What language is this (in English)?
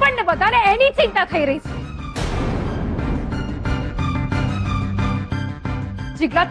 Gujarati